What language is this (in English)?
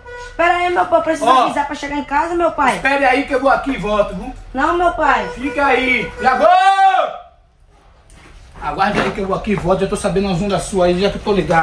Portuguese